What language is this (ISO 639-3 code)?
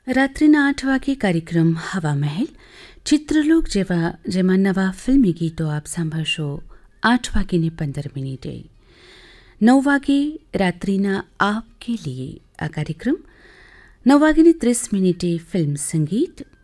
guj